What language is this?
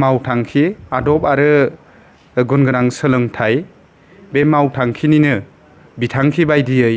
Bodo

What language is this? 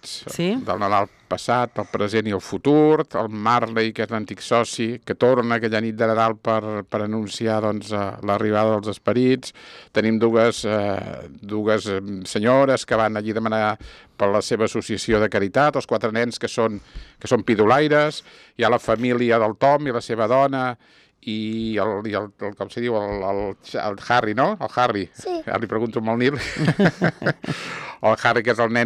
Catalan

